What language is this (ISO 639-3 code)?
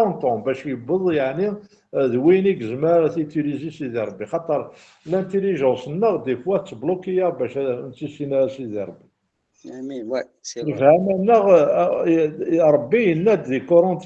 kab